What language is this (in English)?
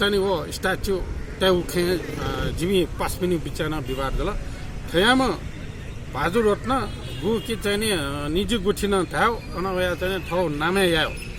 Newari